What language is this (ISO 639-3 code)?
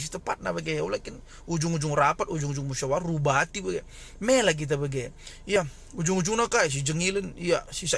btx